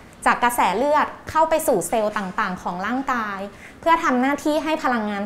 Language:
Thai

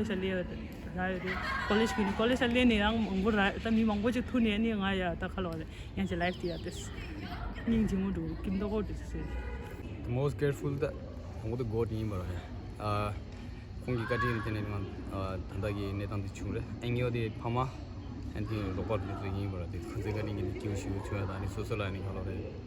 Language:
Tibetan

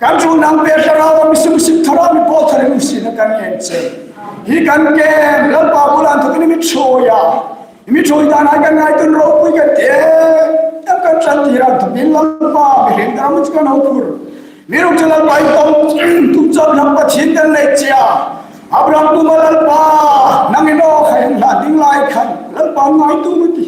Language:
Hmar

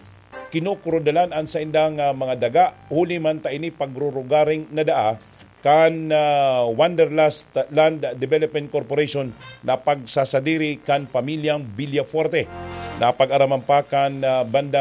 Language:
Bikol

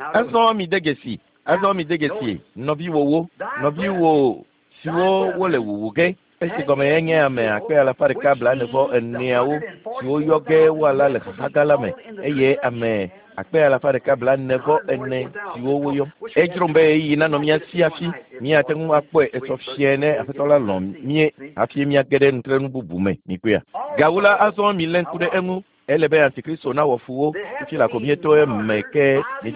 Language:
Ewe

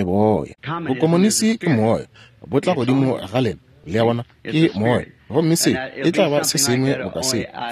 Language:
Northern Sotho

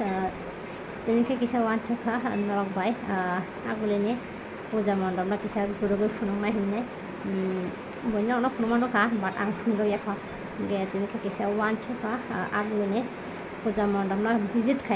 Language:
Kok Borok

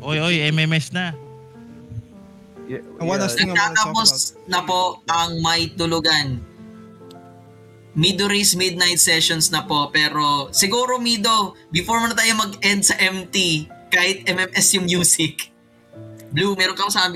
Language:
Filipino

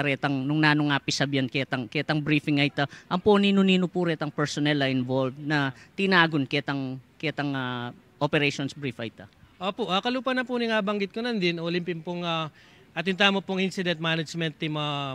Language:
Pampanga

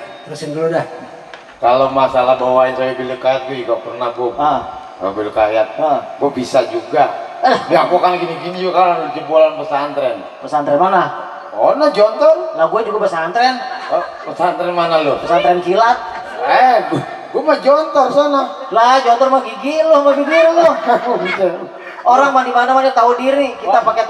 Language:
Betawi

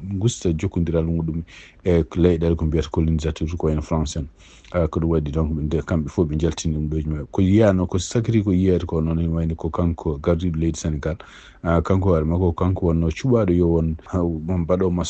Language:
Fula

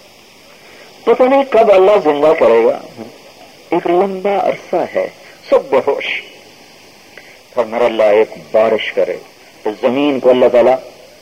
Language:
Urdu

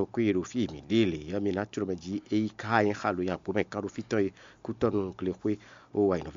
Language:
Fon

